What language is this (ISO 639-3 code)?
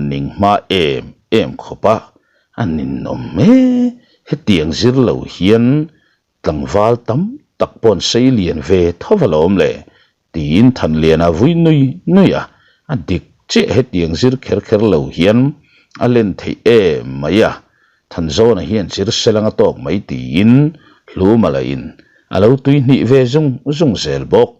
lus